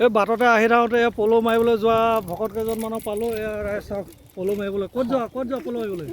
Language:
Assamese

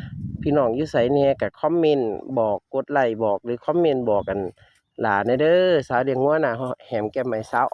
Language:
Northeastern Thai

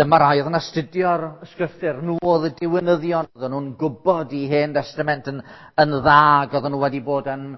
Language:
Welsh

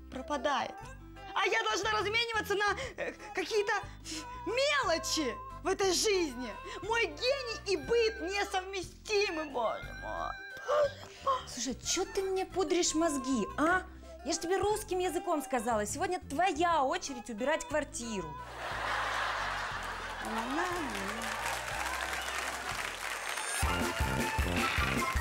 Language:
Russian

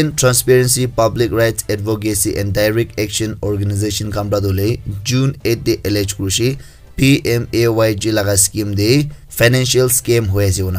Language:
Naga Pidgin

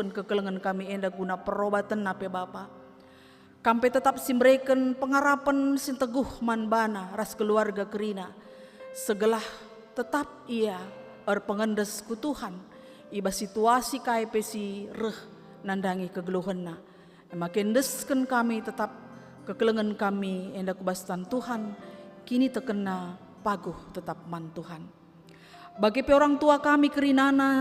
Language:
Batak Karo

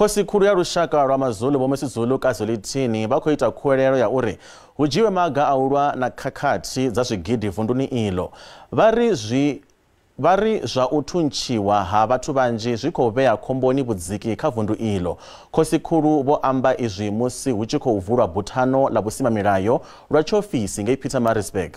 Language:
Venda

